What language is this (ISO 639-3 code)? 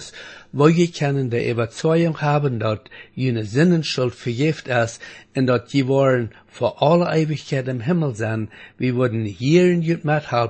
pdt